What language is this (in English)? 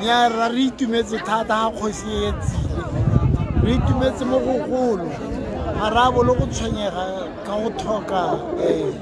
Tswana